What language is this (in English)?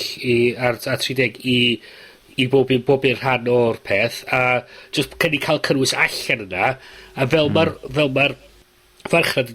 Welsh